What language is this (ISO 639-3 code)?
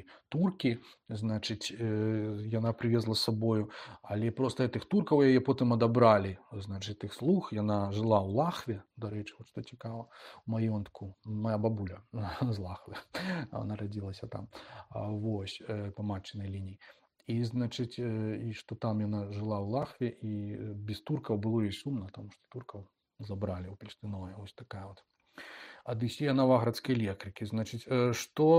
bel